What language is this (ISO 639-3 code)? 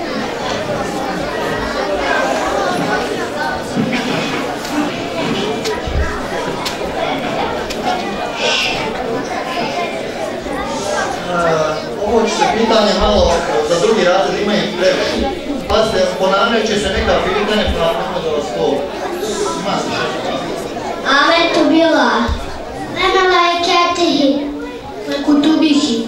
bos